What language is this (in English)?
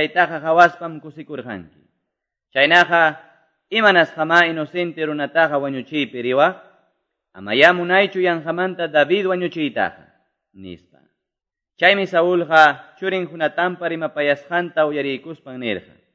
Quechua